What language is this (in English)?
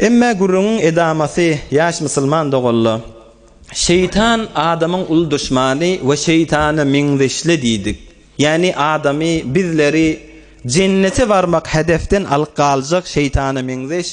Turkmen